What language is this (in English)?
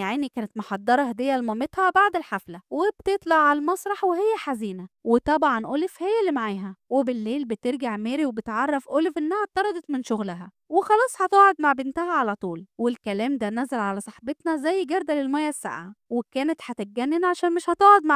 Egyptian Arabic